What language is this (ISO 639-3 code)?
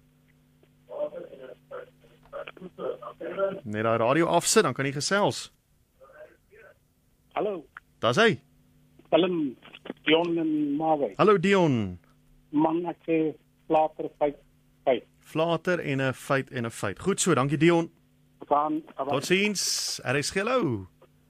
afr